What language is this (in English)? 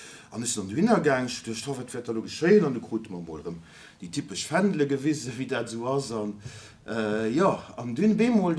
Luxembourgish